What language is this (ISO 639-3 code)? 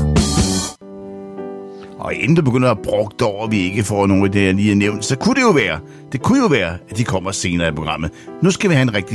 dan